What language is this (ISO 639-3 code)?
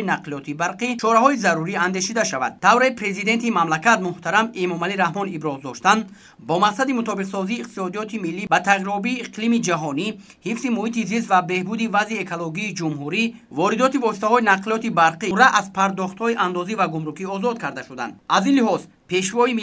tgk